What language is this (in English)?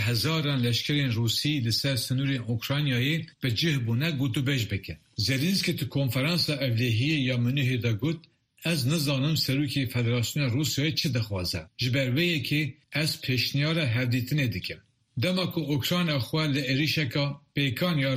Kurdish